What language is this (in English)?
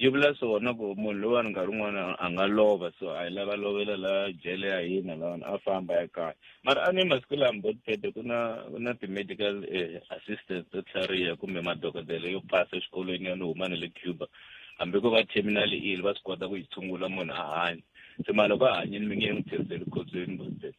Tsonga